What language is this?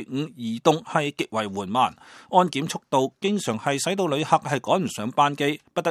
Cantonese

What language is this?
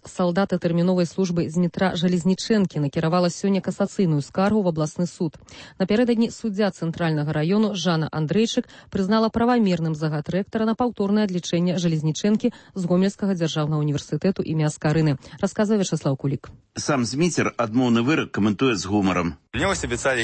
Belarusian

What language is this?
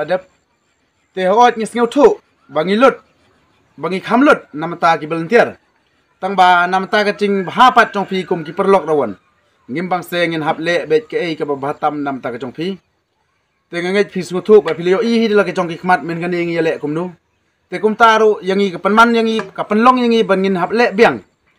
Khasi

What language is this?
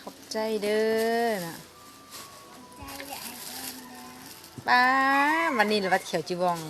Lao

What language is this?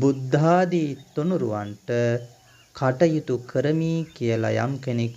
Sinhala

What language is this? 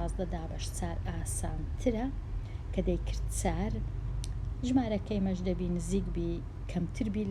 Central Kurdish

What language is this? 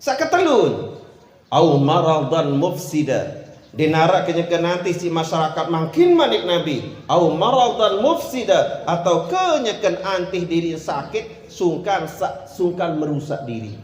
Sasak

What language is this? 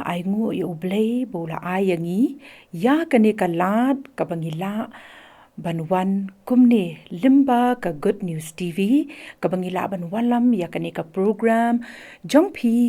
Khasi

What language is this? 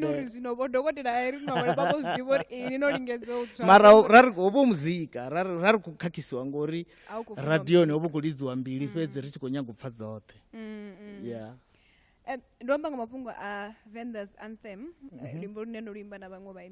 Venda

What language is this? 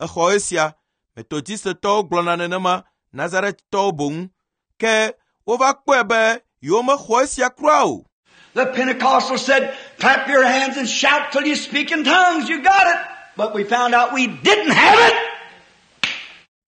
Ewe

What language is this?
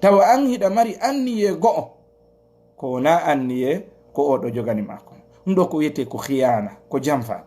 Fula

